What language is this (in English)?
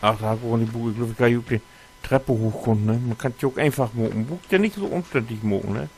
Low German